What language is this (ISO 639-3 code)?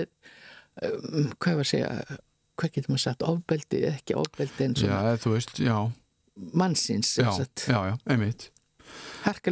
isl